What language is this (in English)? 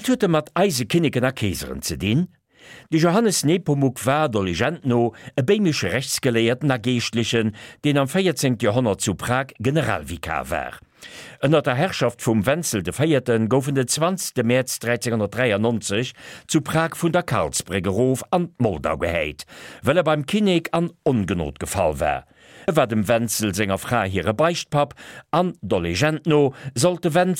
Luxembourgish